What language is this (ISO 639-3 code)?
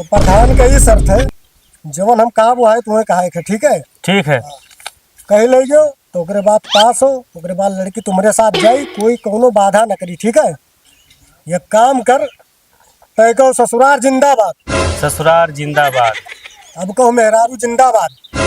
awa